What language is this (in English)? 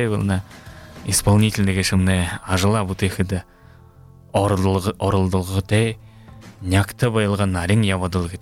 Buriat